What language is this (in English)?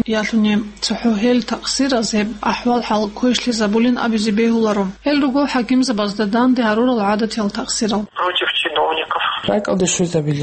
Avaric